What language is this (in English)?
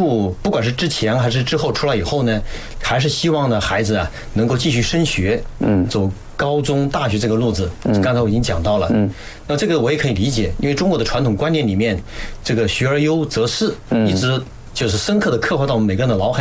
Chinese